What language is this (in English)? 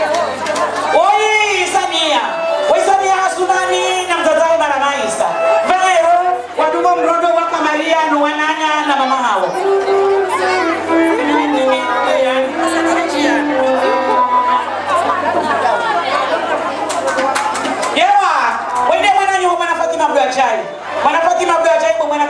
Swahili